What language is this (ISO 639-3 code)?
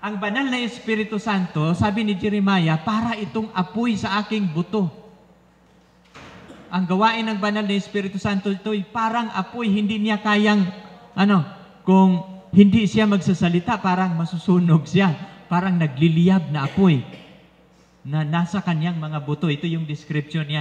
fil